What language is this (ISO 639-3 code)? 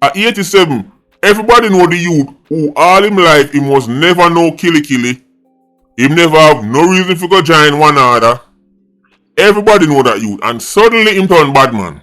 jam